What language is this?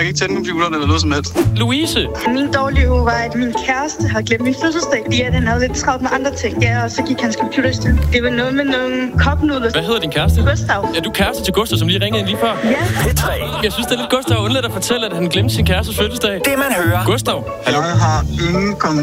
Danish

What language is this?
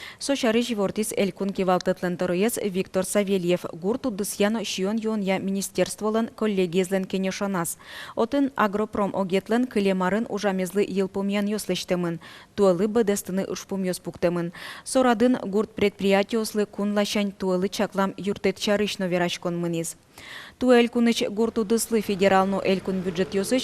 Udmurt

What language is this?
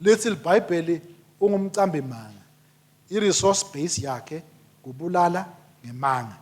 Swati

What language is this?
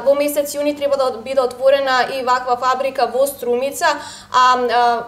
Macedonian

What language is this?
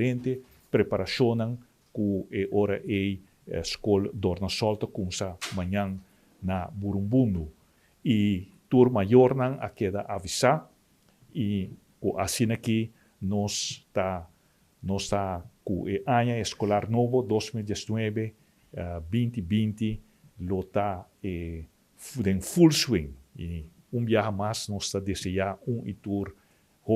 Papiamento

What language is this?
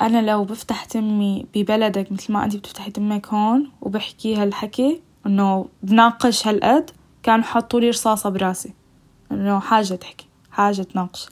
North Levantine Arabic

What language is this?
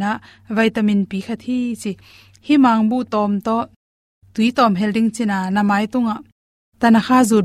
Tedim Chin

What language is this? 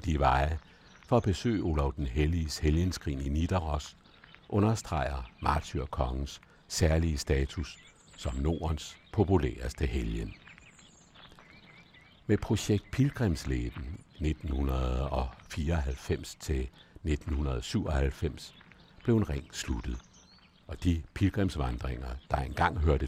Danish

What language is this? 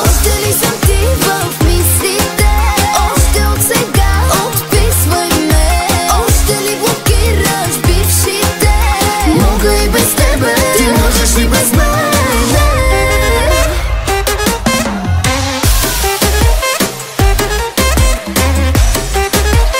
Bulgarian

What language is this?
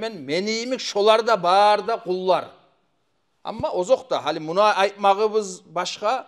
Kumyk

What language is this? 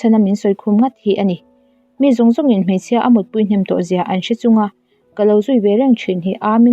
Mizo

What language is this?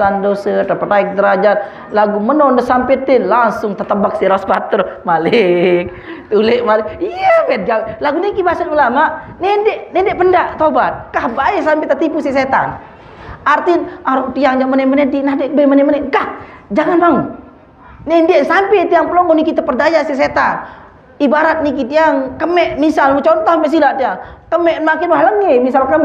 Sasak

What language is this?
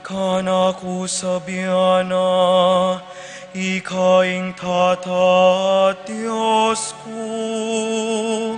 Pampanga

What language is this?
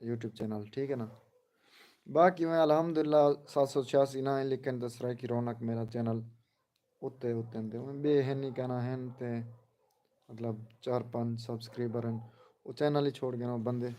Saraiki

